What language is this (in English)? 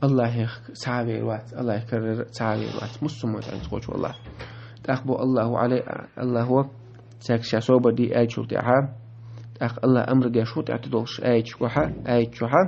Chechen